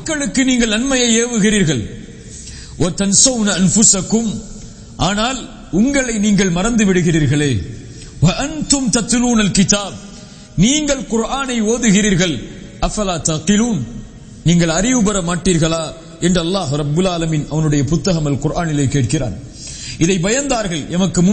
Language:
Tamil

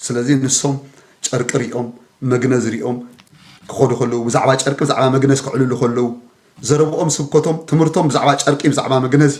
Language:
Tigrinya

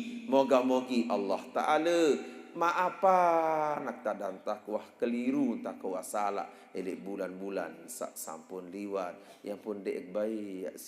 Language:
Sasak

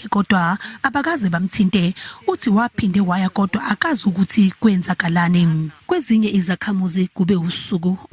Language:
Zulu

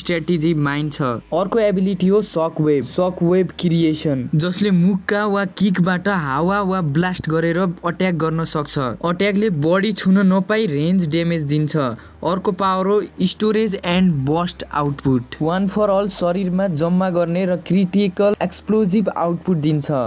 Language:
Nepali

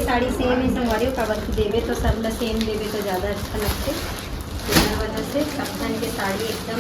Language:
Chhattisgarhi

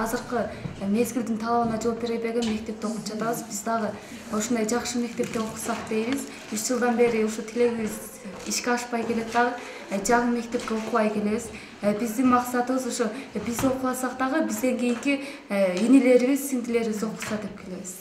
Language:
Kyrgyz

